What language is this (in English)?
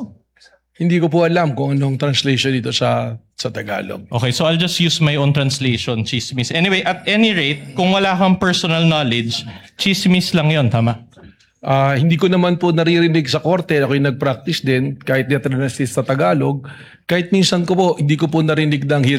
Filipino